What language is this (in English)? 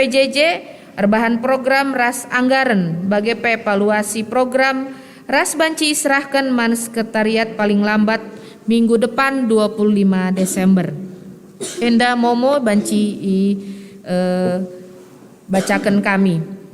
Batak Karo